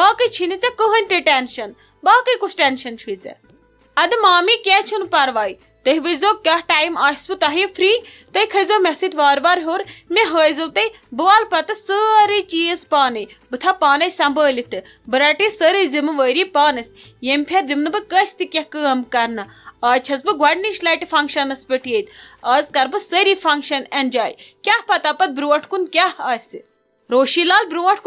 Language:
Kashmiri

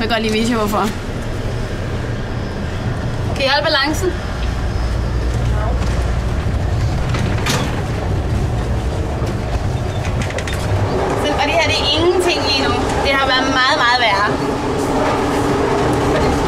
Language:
Danish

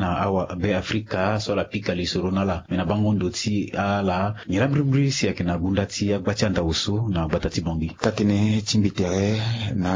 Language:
Sango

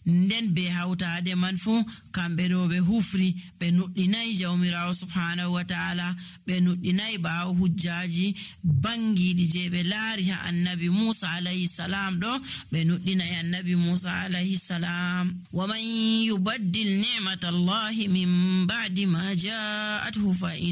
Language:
Nigerian Fulfulde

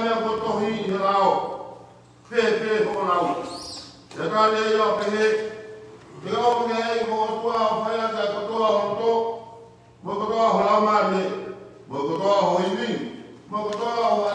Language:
Tongan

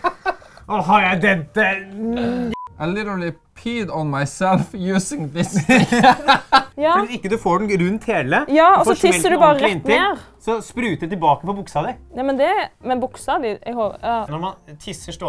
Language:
Norwegian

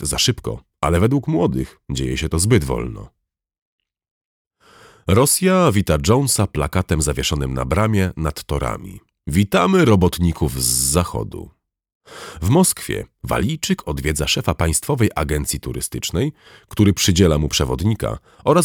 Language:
Polish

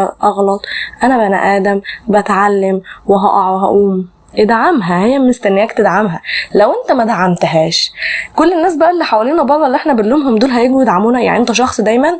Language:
Egyptian Arabic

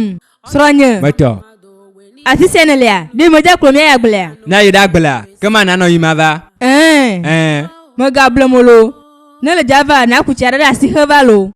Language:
Ewe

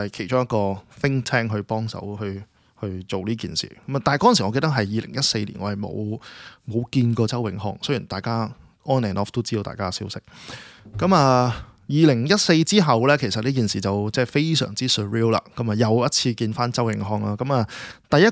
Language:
Cantonese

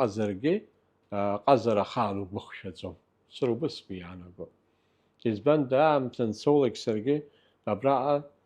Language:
Abkhazian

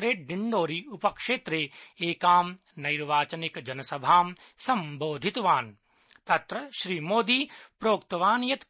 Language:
Sanskrit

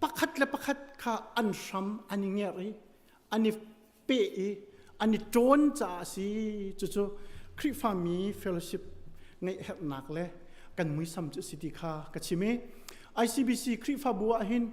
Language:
Hakha Chin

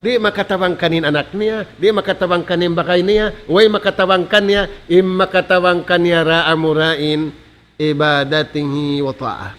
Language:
Tausug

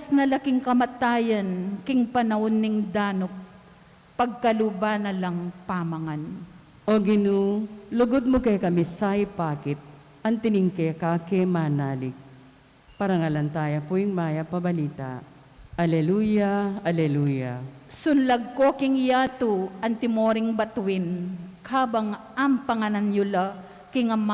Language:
Pampanga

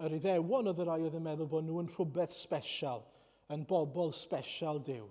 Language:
Welsh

